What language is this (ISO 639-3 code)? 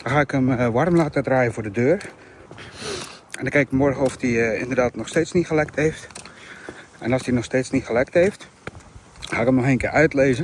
nld